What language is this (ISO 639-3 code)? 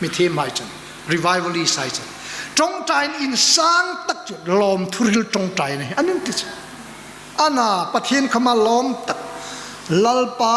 hmr